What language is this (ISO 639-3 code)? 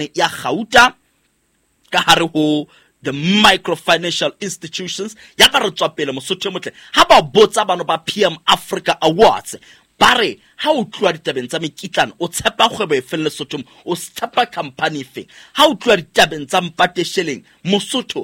sot